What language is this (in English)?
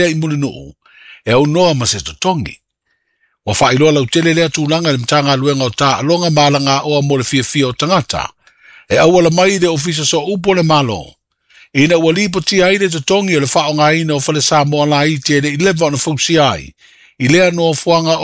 Samoan